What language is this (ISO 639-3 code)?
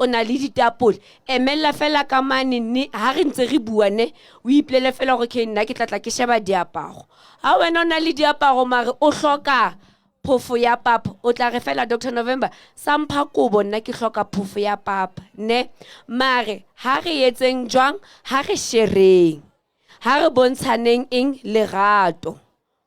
sot